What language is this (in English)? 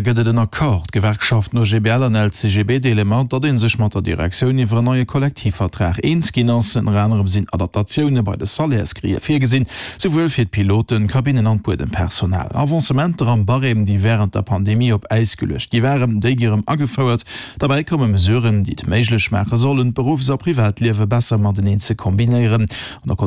Luxembourgish